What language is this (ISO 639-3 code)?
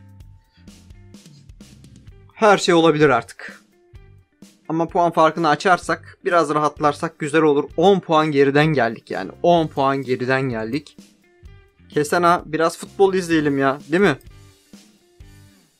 tur